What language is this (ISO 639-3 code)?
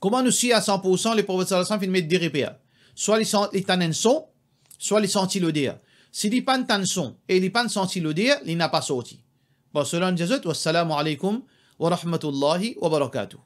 mfe